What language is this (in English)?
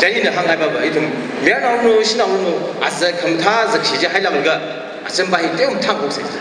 Tangkhul Naga (India)